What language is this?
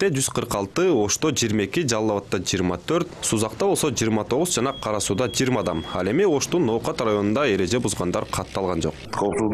Kyrgyz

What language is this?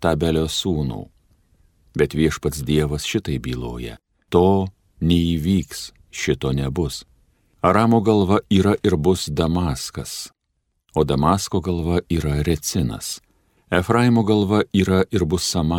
Lithuanian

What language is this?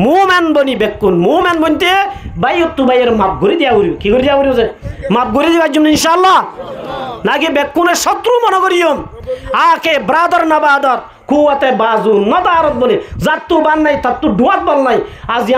Rohingya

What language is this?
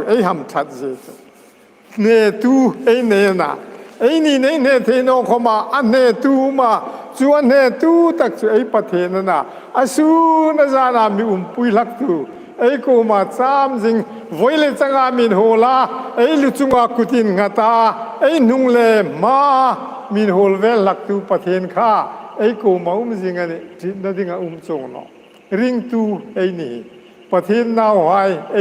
Hmar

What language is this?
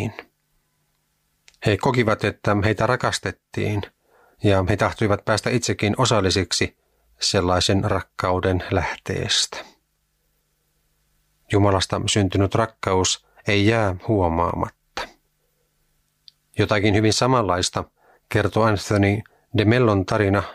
Finnish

